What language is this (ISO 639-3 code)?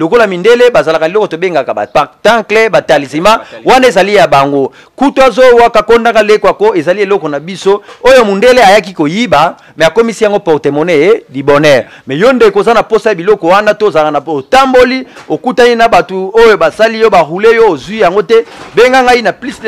lin